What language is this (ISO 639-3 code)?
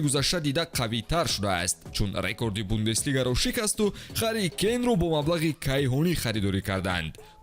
tgk